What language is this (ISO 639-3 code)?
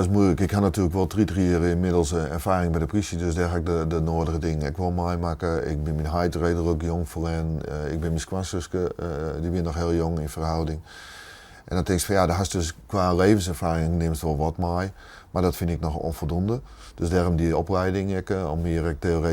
fry